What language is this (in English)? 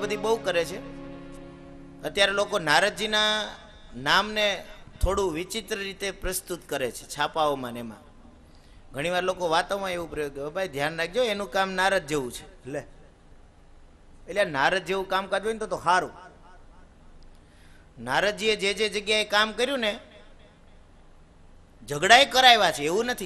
Gujarati